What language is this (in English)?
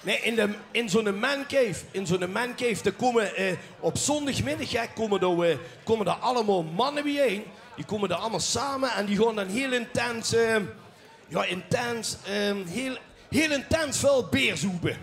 Limburgish